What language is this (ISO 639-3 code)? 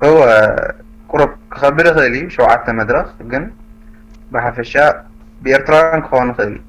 tir